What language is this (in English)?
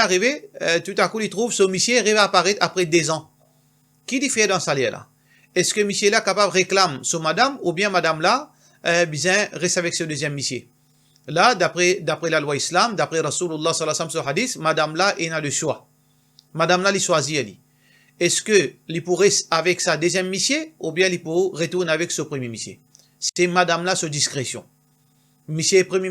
Morisyen